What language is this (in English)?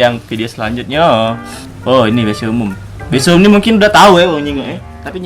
Musi